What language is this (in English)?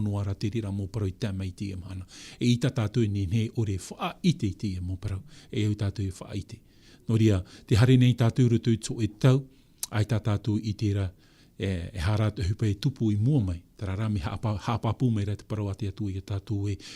Tahitian